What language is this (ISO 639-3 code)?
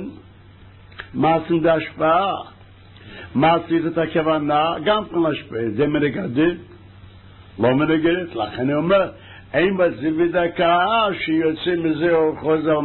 heb